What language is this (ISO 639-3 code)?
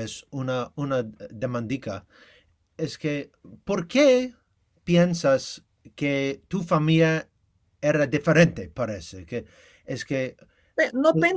lad